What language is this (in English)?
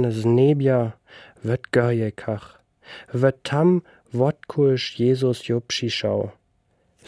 Lower Sorbian